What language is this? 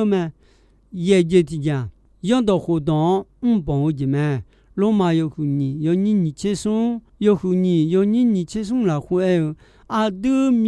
Akha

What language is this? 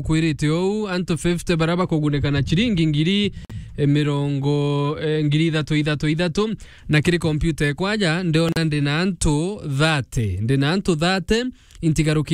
Meru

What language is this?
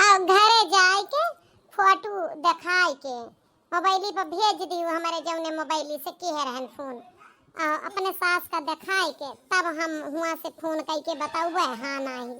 Awadhi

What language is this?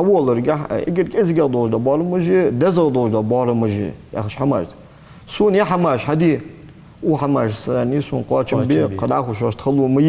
Ingush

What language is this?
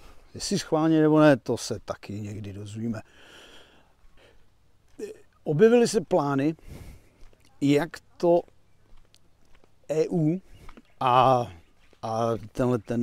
Czech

